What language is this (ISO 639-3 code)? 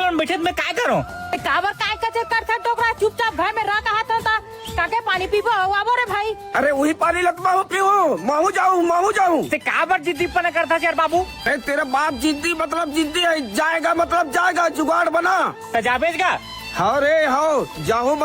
hne